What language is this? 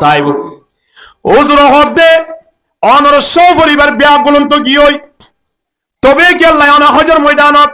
Rohingya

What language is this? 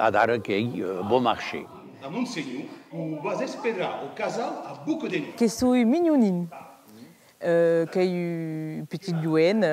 Occitan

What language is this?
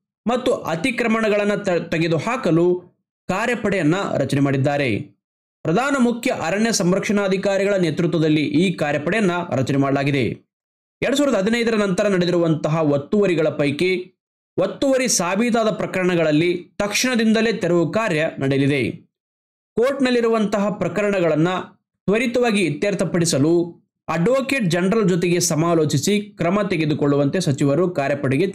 Kannada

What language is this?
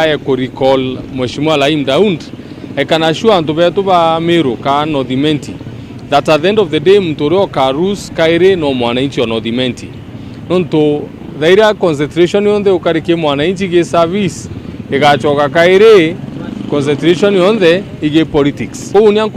Meru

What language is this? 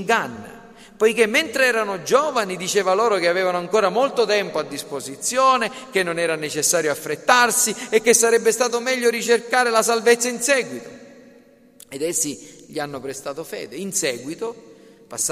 Italian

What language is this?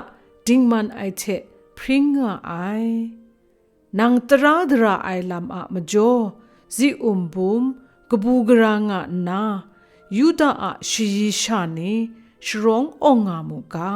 Kachin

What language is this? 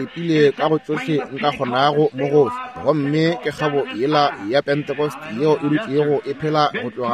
Northern Sotho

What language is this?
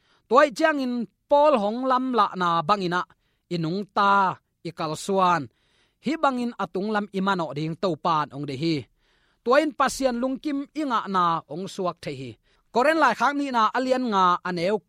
Tedim Chin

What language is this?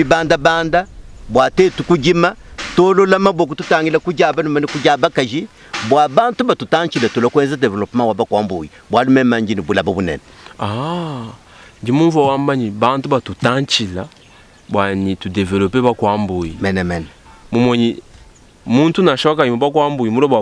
Luba-Lulua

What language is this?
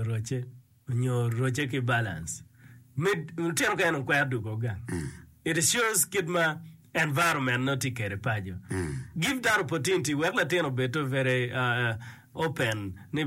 Acoli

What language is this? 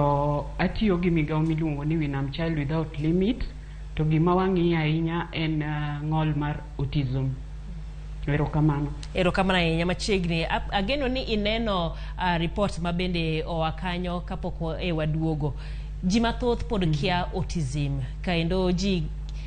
Luo (Kenya and Tanzania)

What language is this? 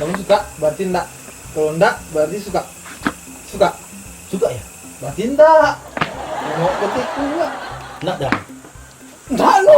Manado Malay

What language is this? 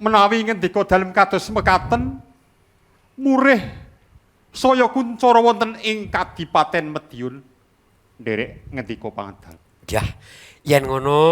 Javanese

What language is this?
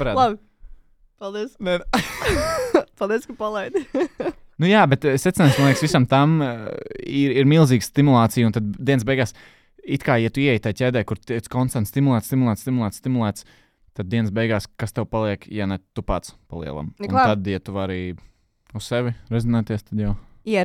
Latvian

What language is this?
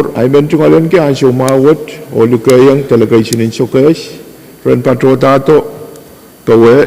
Pohnpeian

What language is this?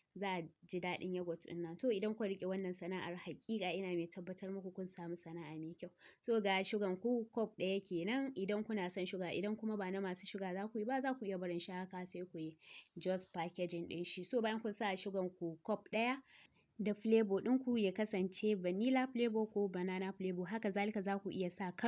Hausa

